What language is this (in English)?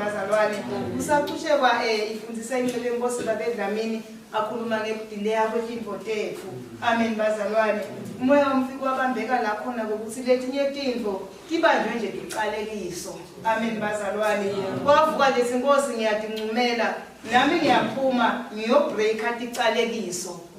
Zulu